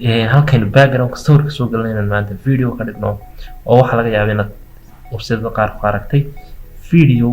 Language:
Somali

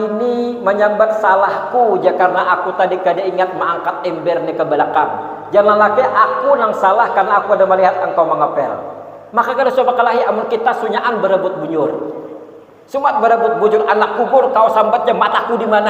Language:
Banjar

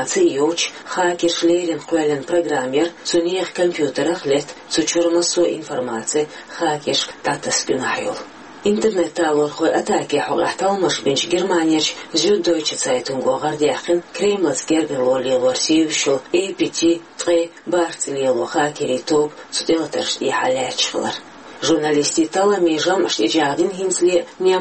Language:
Chechen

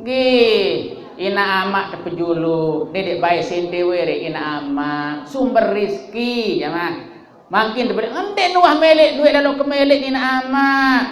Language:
Sasak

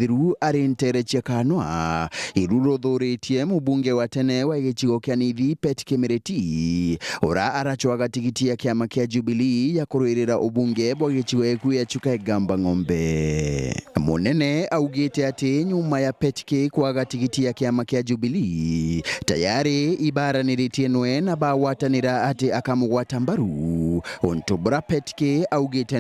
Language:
Meru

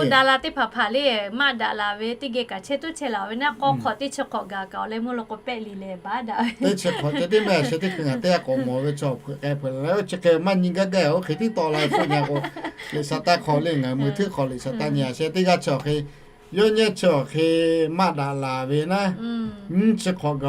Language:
Lahu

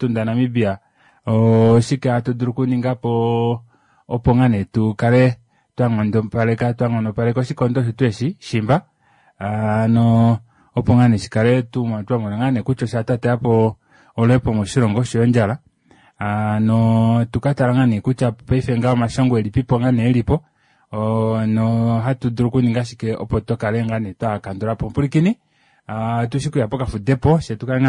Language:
Kuanyama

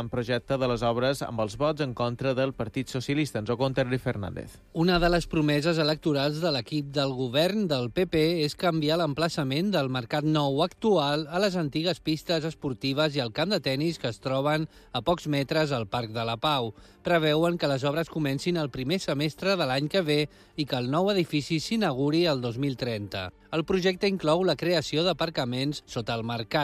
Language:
Catalan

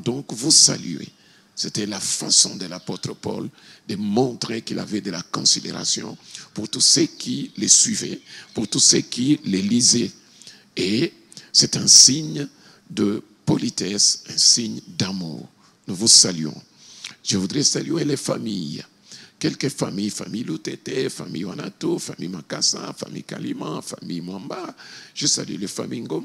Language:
French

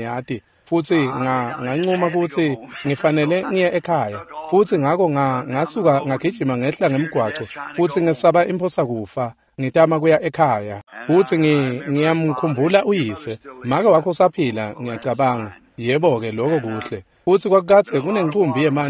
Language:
Swati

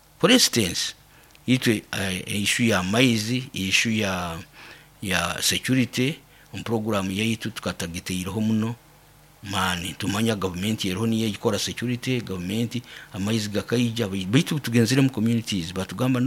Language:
Nyoro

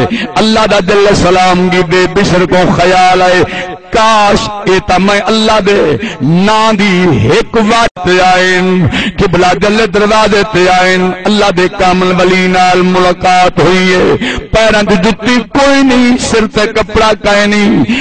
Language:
Saraiki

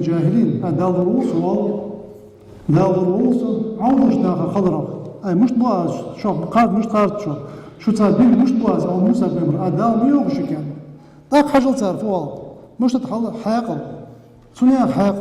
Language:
Ingush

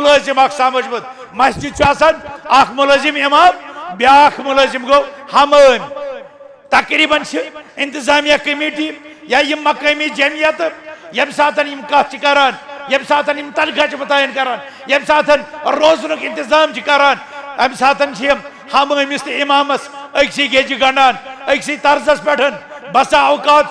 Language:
Kashmiri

